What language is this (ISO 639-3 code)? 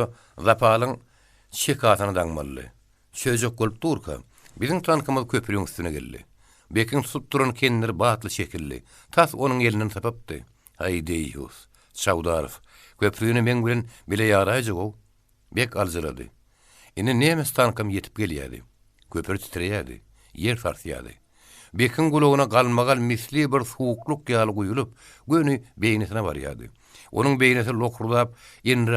tuk